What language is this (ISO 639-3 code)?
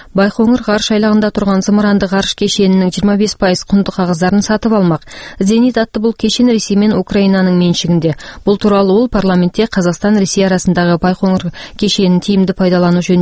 kaz